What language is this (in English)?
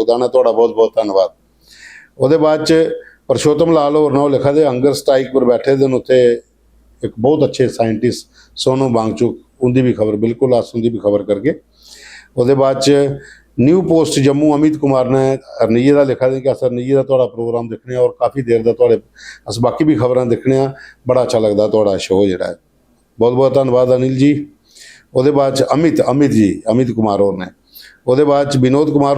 Dogri